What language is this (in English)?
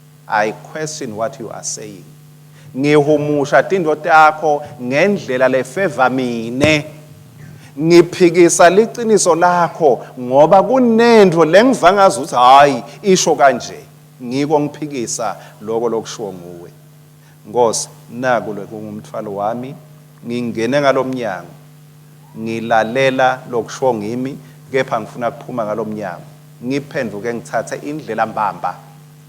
Swati